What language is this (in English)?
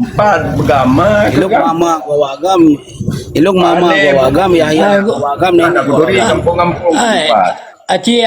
Achinese